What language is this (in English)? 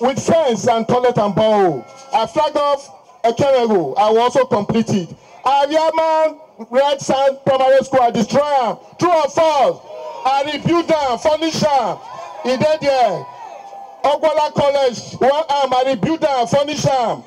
Nigerian Pidgin